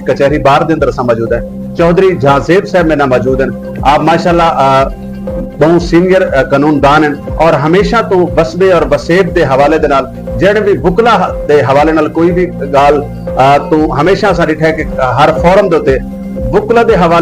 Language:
Saraiki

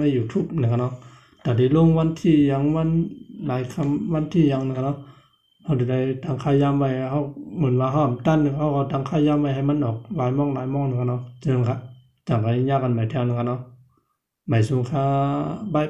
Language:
Shan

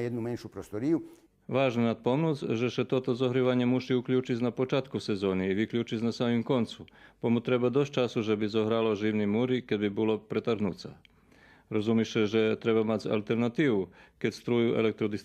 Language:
Rusyn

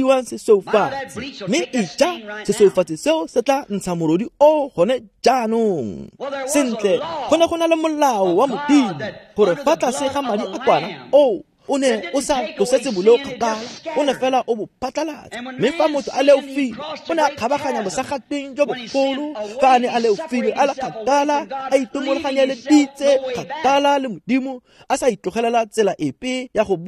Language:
Tswana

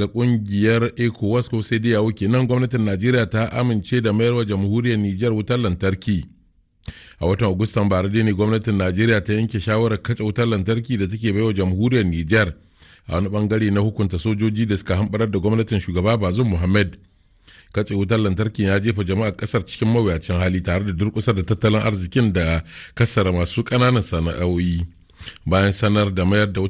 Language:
Hausa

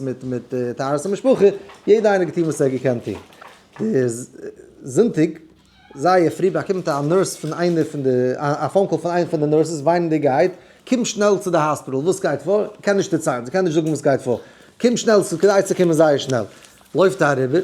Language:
Yiddish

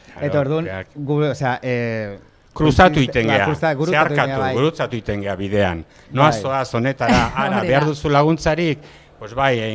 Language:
Basque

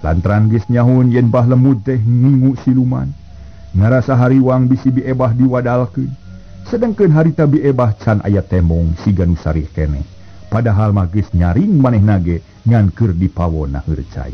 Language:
Sundanese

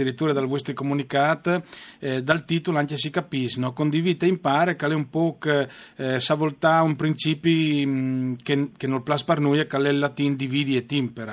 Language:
Friulian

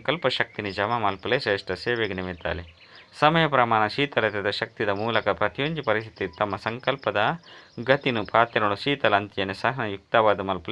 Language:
Tulu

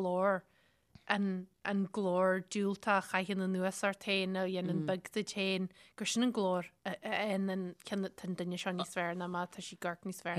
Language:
Irish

